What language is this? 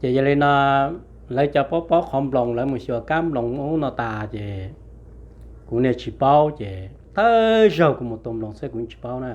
Hmong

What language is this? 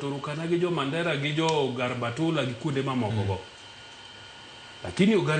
Luo (Kenya and Tanzania)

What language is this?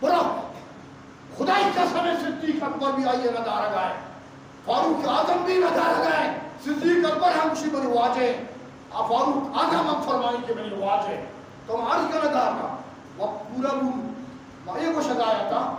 Eastern Balochi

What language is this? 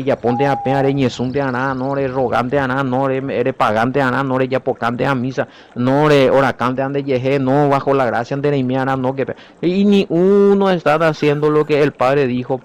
Guarani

